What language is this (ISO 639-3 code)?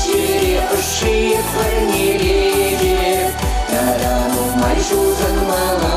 chv